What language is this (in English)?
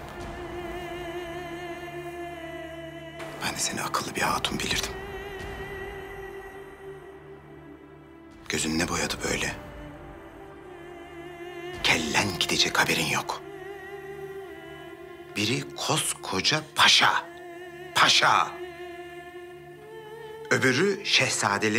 Turkish